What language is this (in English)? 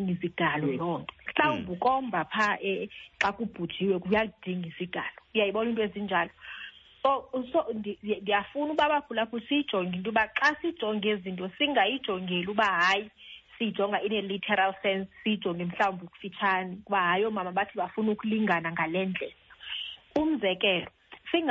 Xhosa